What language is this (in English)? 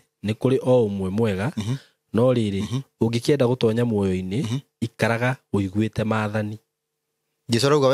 Kikuyu